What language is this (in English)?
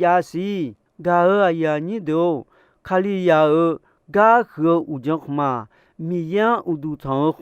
Akha